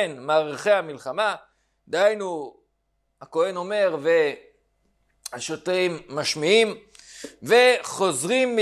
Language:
Hebrew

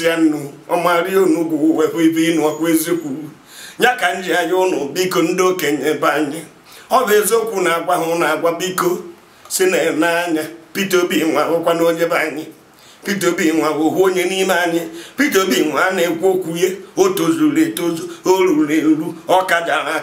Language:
Igbo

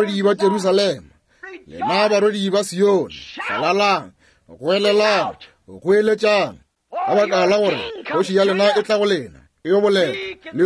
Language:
Northern Sotho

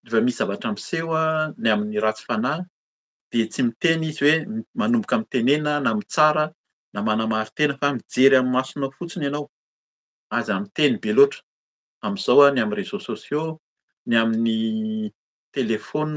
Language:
Malagasy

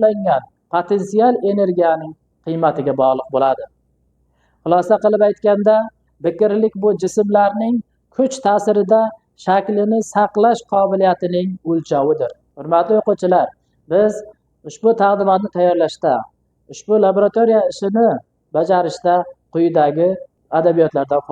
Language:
Uzbek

